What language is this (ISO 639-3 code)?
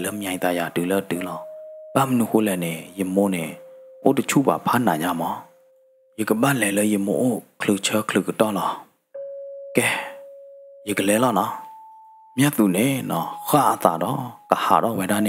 ksw